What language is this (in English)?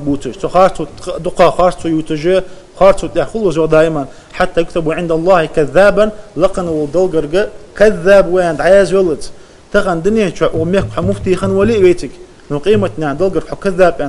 Ingush